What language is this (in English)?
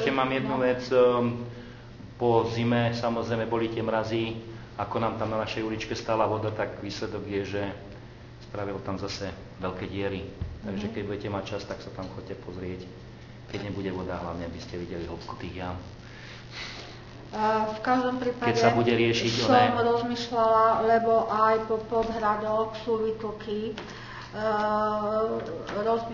Slovak